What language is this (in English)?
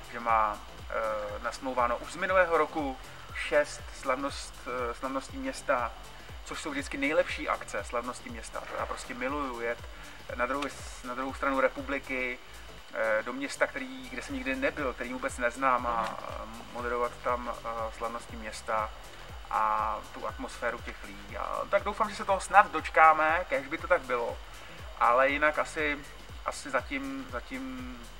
Czech